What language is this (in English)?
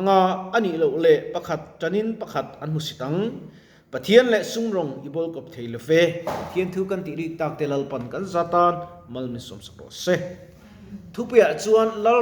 Mizo